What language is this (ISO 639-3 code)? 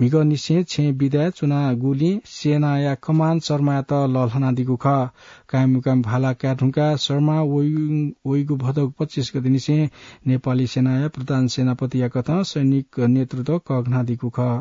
new